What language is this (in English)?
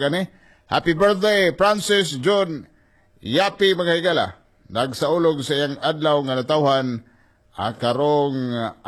Cebuano